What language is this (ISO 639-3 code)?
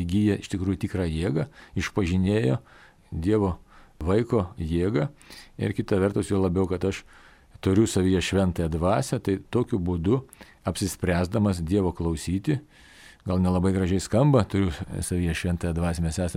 lit